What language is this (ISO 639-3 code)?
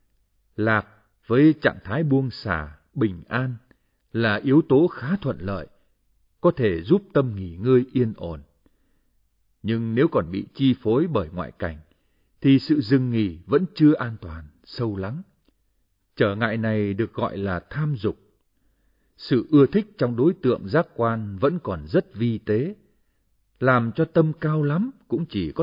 vie